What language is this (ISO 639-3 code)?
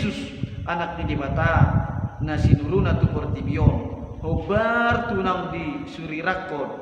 bbc